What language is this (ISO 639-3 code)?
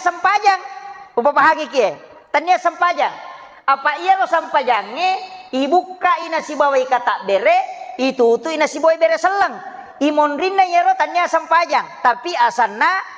bug